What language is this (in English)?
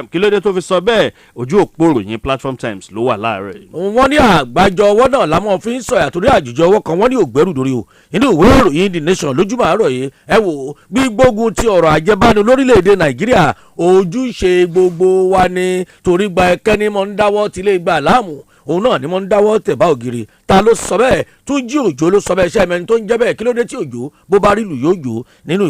Yoruba